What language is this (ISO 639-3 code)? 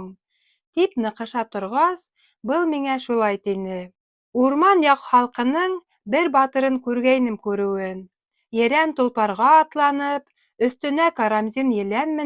bak